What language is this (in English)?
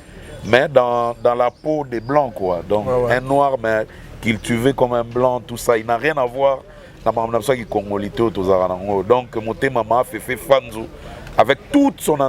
Lingala